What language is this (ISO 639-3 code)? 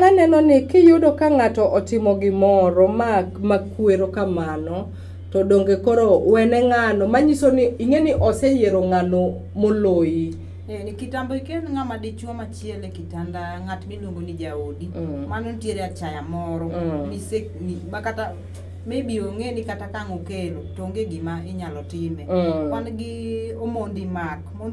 luo